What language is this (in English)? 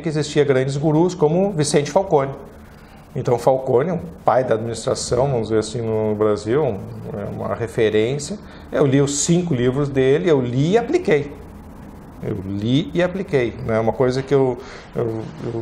Portuguese